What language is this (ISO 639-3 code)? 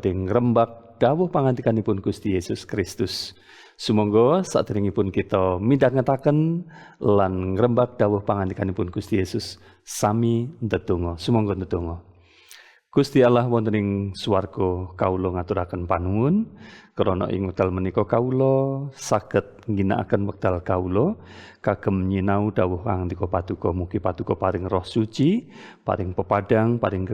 jav